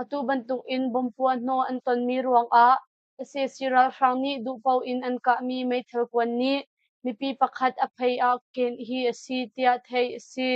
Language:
Hakha Chin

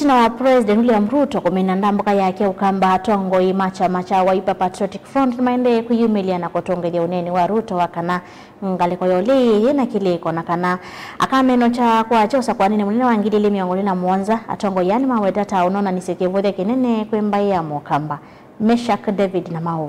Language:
Kamba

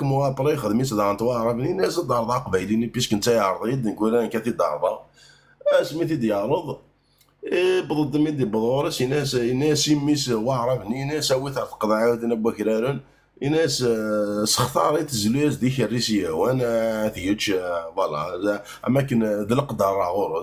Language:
Kabyle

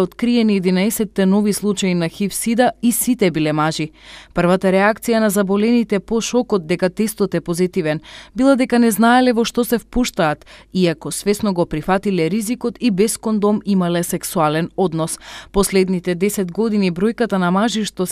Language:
Macedonian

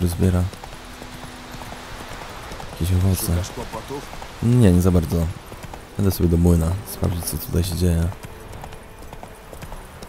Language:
Polish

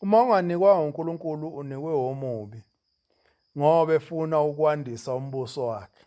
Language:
Zulu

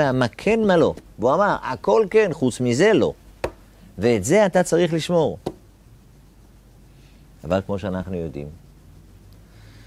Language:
Hebrew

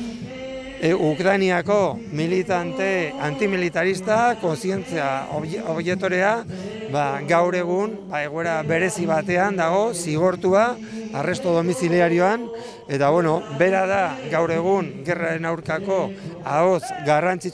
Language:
Basque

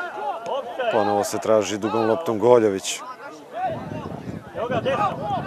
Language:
Serbian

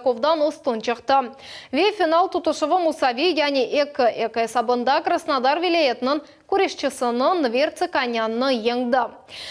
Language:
Crimean Tatar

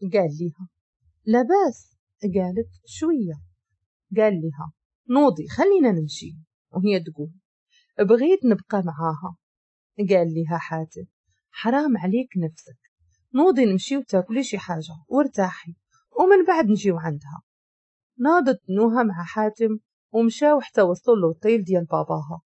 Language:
Moroccan Arabic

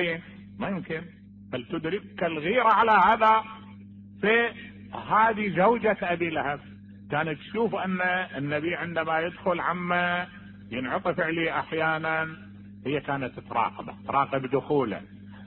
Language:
Mesopotamian Arabic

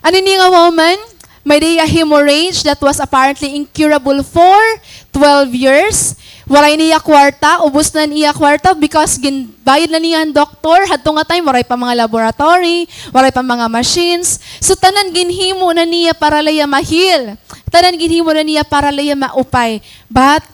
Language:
Waray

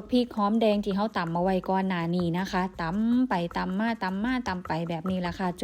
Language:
Northeastern Thai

